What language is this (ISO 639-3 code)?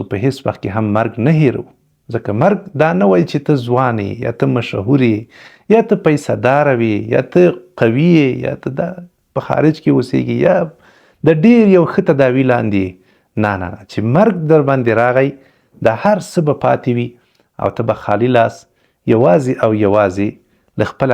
pus